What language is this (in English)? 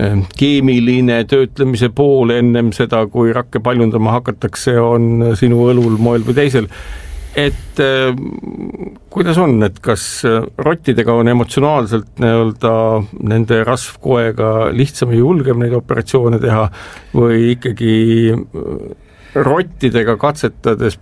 Estonian